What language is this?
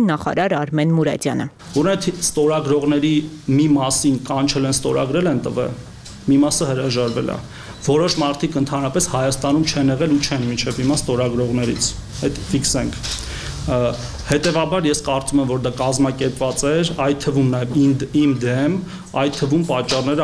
Armenian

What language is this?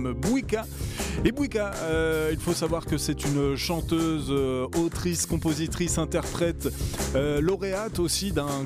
French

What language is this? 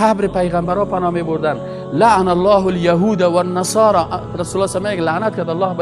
Persian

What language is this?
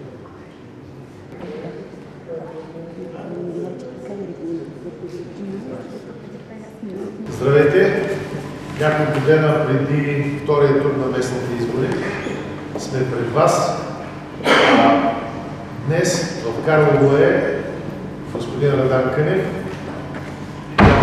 Bulgarian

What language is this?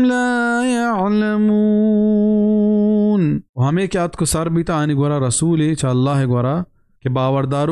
Baluchi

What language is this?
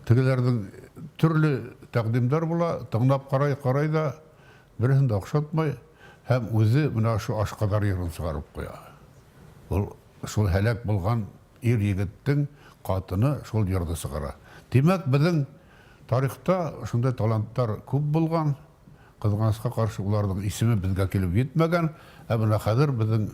Bashkir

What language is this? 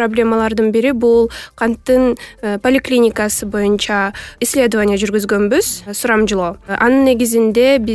Kyrgyz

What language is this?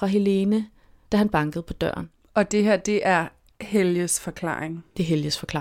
Danish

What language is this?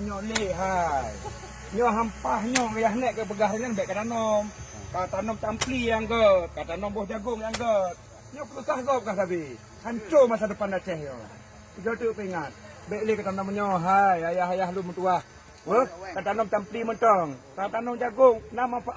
Achinese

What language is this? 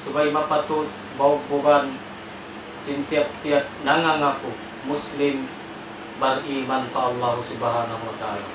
Tausug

